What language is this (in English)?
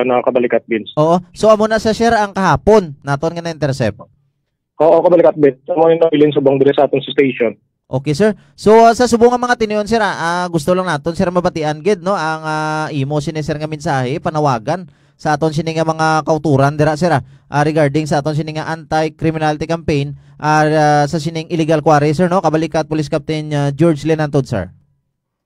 Hiligaynon